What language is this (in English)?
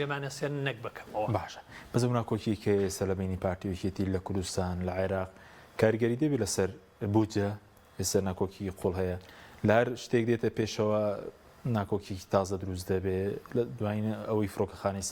Central Kurdish